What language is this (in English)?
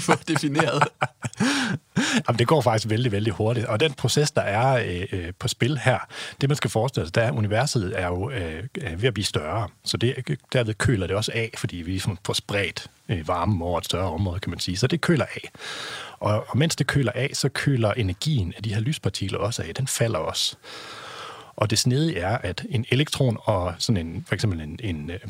Danish